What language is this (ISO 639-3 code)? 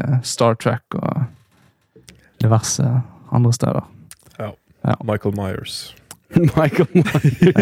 nor